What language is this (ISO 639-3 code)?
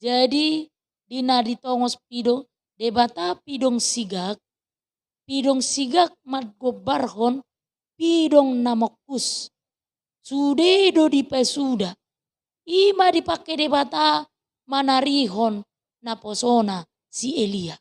bbc